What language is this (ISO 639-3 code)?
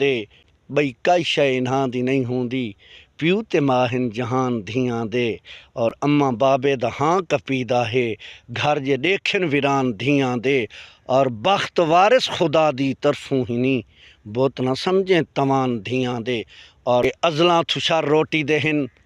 skr